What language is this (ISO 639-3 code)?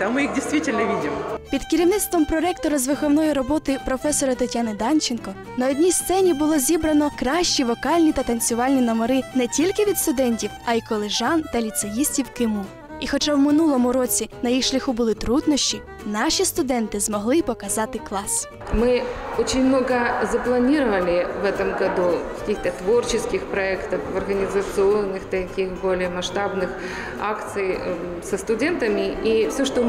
ukr